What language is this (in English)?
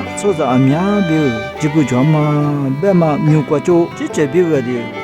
Lisu